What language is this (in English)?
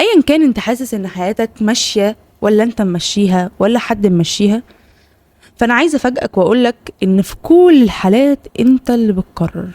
Egyptian Arabic